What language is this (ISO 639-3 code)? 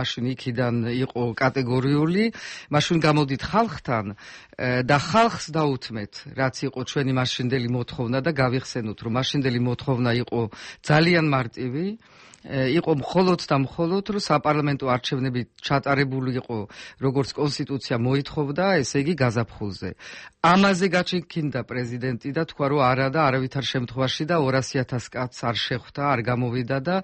kat